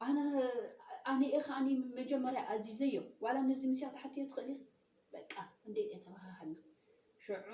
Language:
Tigrinya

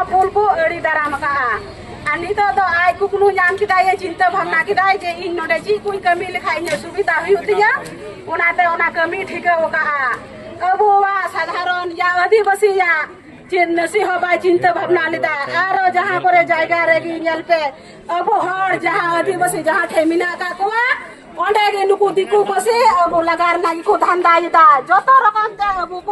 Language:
Santali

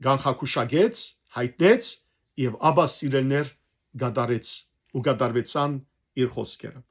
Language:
Western Armenian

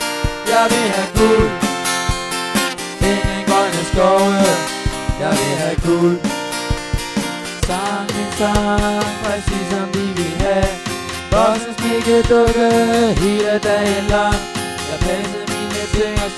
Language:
Danish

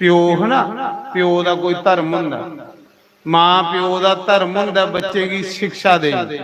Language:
Dogri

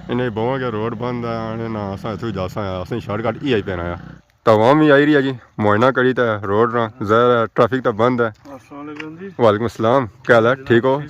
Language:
Pahari-Potwari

